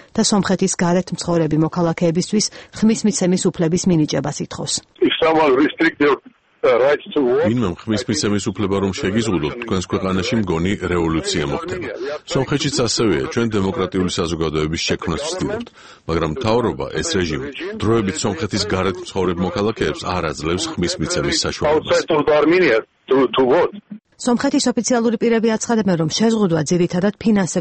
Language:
Georgian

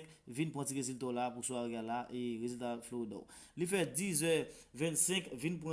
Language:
Haitian Creole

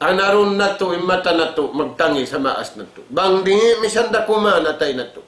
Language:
Tausug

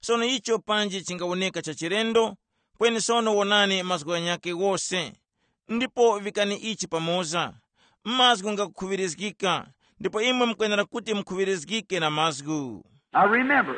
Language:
Tumbuka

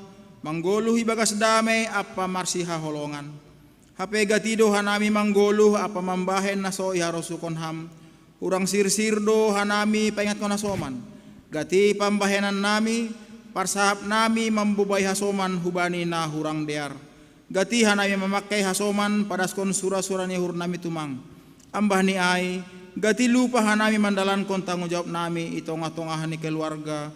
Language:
Batak Simalungun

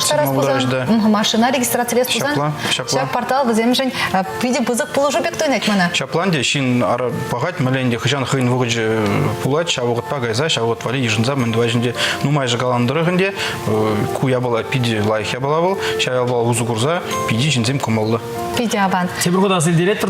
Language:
Chuvash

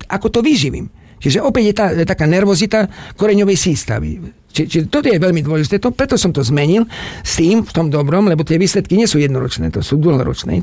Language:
Slovak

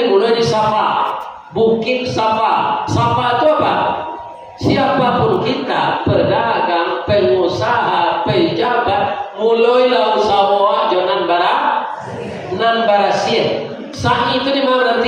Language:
Minangkabau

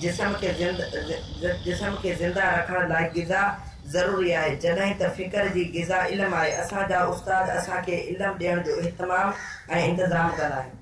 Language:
Sindhi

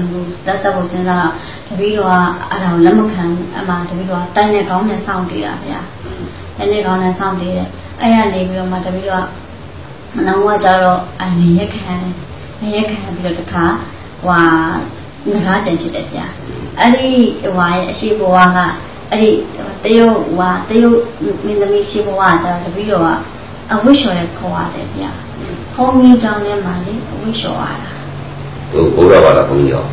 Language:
Burmese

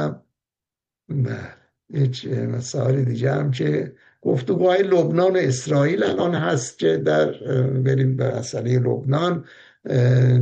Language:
Persian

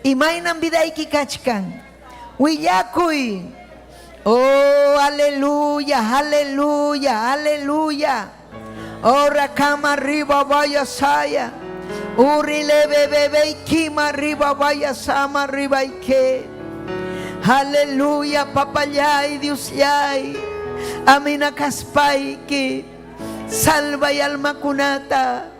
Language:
Ayacucho Quechua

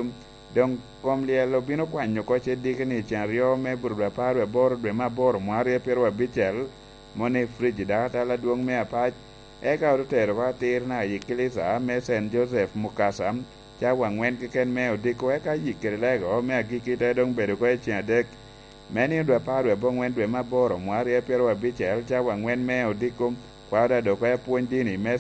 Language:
Lango (Uganda)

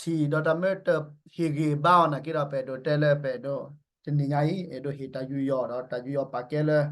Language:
S'gaw Karen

